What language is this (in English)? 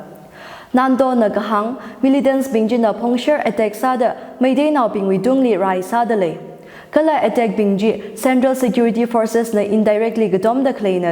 Tangkhul Naga (India)